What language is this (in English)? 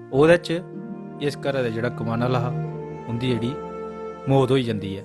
Dogri